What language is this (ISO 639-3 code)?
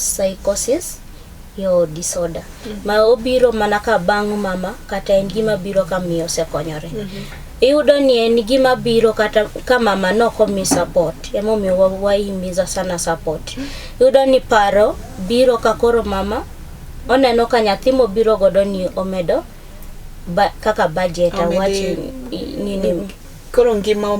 luo